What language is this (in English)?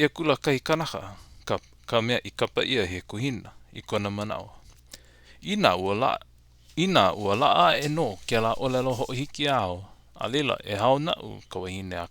Hawaiian